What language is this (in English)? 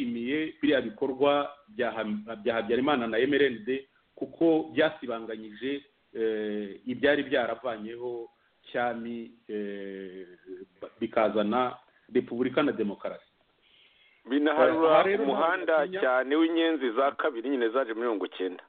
Kinyarwanda